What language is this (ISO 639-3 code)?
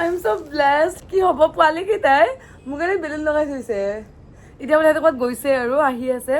asm